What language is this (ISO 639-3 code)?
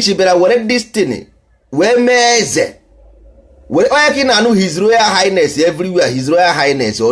ibo